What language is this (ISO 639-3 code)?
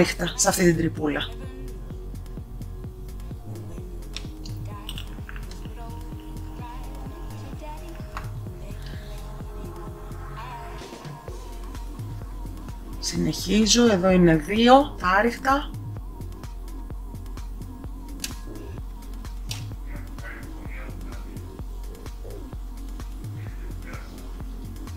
ell